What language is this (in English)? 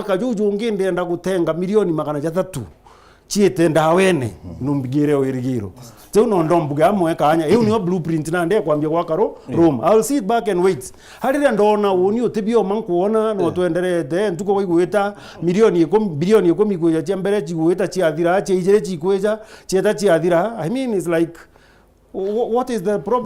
Meru